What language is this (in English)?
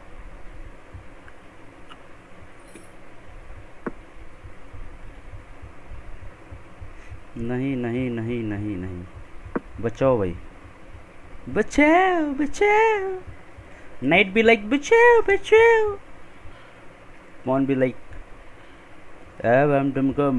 Hindi